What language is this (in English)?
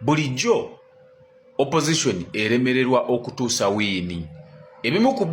Ganda